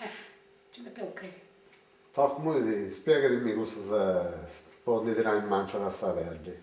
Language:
Sardinian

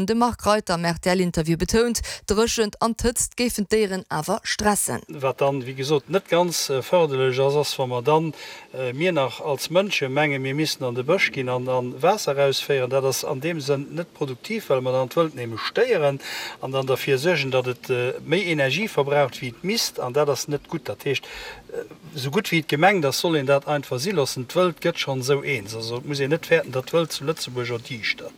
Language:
Luxembourgish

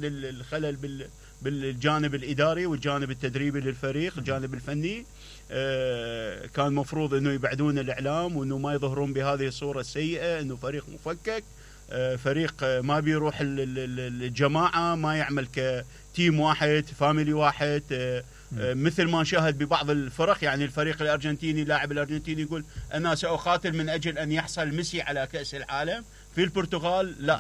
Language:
Mesopotamian Arabic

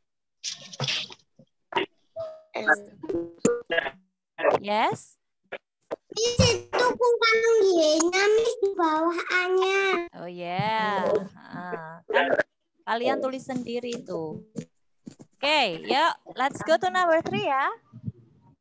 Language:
Indonesian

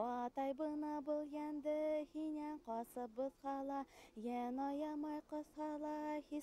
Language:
Bashkir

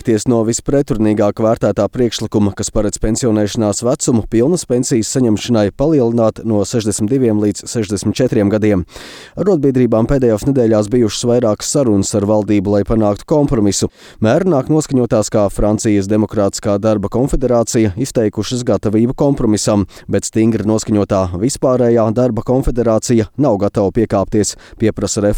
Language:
Latvian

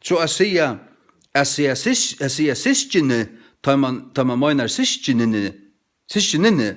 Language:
Faroese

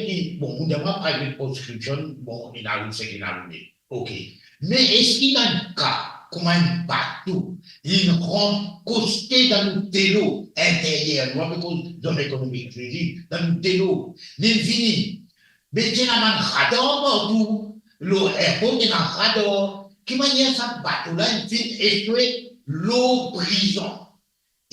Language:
Morisyen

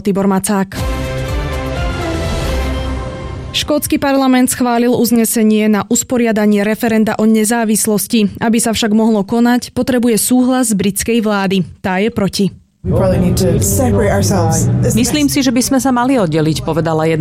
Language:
Slovak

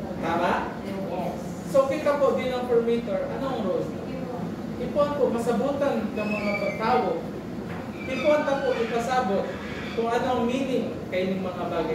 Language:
Bikol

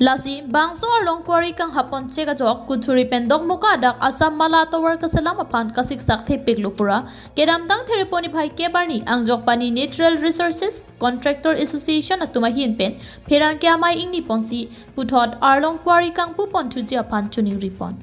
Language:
Karbi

